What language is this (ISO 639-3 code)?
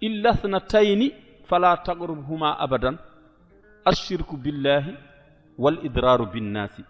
ful